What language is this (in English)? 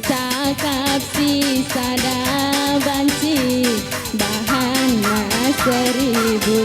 Batak Karo